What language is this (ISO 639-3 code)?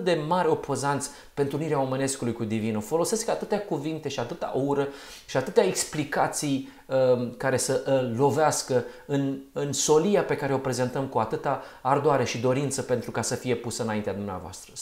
ron